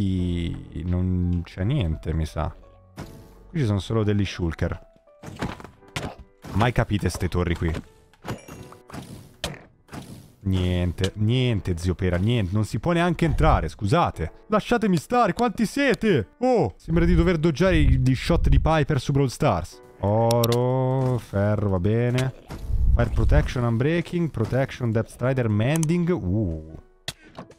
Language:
Italian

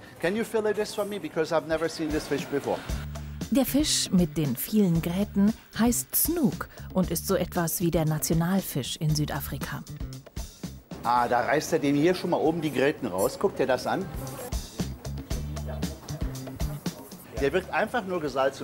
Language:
German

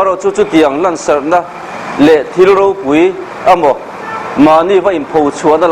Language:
Mizo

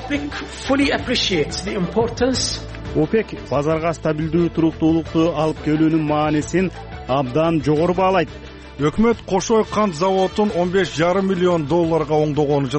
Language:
Kyrgyz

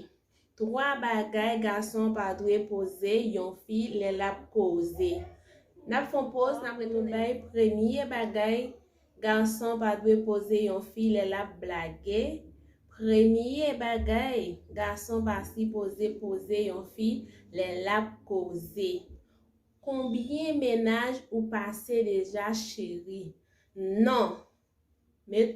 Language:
Haitian Creole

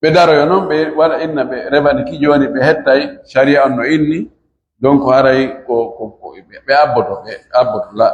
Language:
Fula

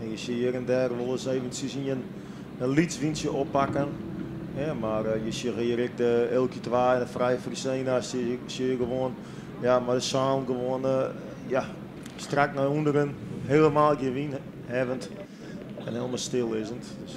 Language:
Western Frisian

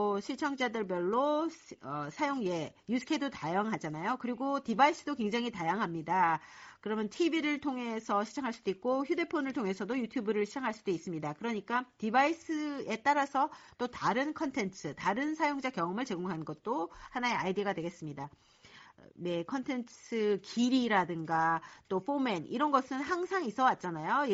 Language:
Korean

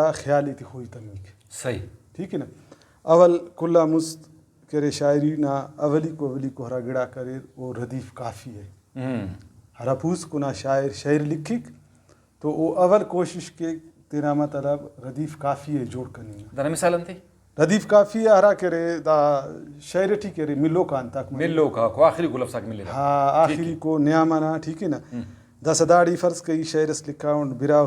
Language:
Brahui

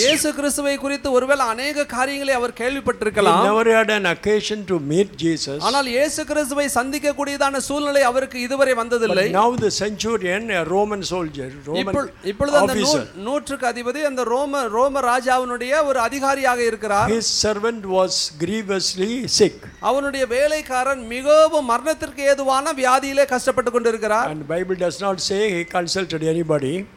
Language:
Tamil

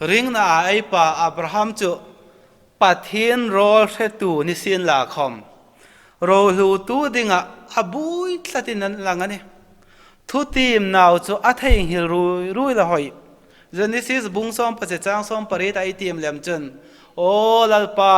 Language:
Hmar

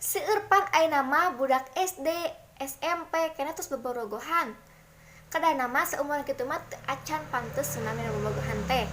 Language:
Sundanese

